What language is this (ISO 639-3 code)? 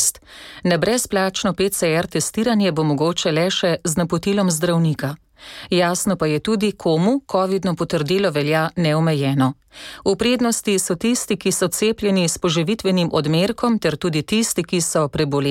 slv